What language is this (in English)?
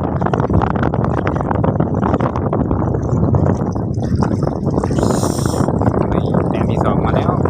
Lao